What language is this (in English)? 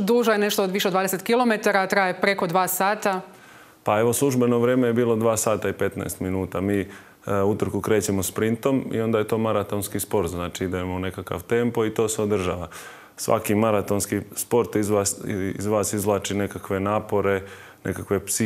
Croatian